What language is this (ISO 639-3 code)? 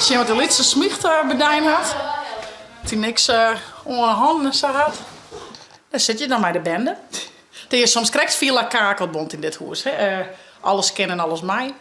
fry